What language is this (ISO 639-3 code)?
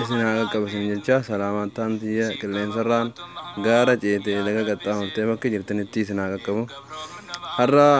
orm